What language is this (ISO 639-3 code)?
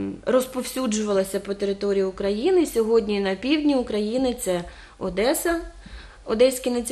ukr